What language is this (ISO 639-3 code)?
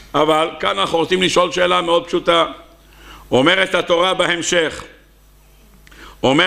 heb